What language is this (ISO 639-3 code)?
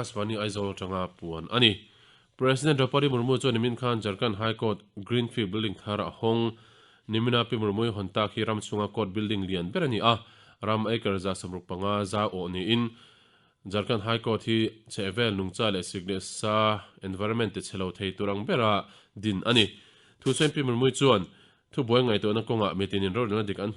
lus